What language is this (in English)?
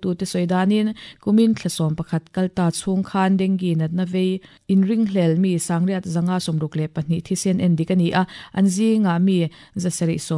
Mizo